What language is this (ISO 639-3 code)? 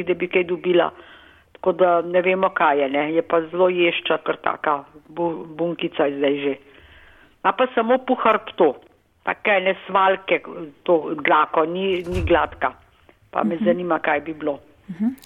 slv